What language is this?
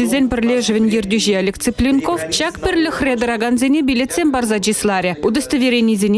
Chuvash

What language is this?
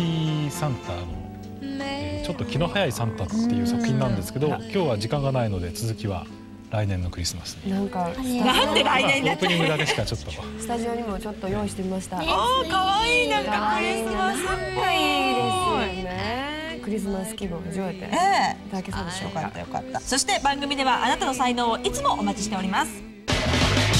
Japanese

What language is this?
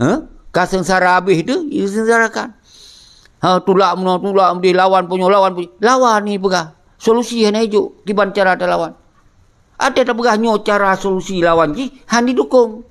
Achinese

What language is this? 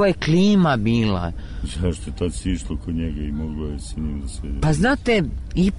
Serbian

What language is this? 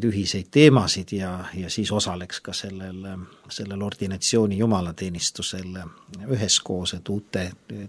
Estonian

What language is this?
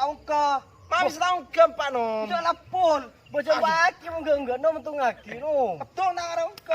Madurese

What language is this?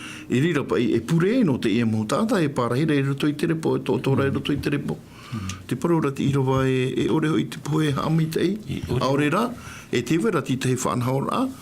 Tahitian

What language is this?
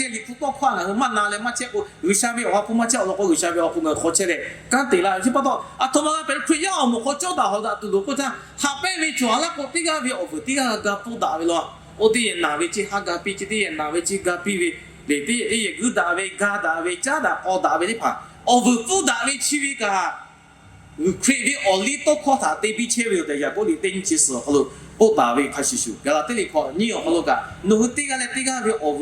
Lahu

